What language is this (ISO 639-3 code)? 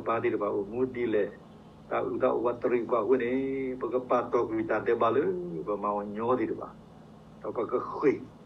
ksw